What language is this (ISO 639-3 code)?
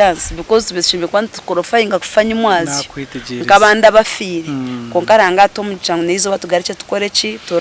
nyn